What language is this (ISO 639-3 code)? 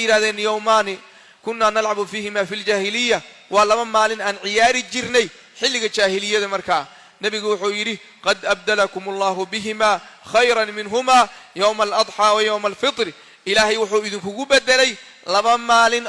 som